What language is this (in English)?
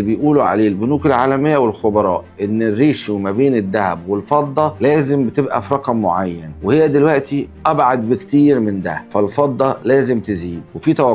Egyptian Arabic